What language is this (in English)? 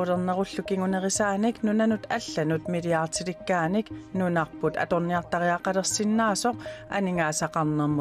Kalaallisut